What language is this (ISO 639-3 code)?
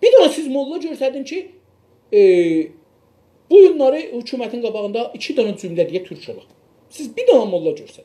azb